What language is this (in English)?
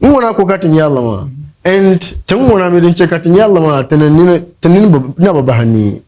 Dagbani